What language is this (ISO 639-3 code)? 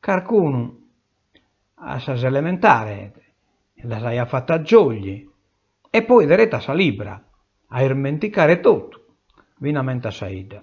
srd